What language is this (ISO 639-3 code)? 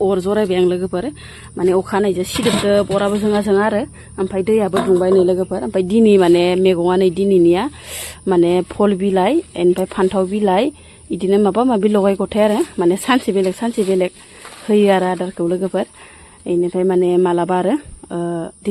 brx